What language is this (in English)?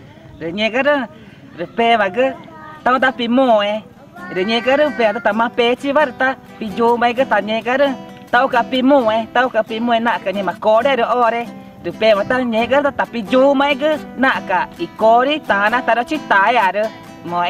Ticuna